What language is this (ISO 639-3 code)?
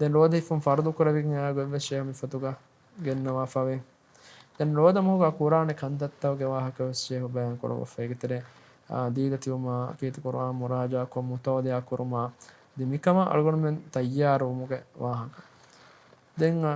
div